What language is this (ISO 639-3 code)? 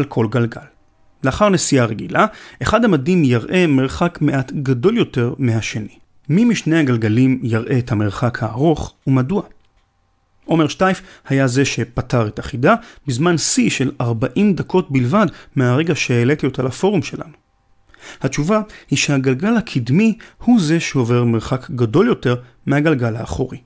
heb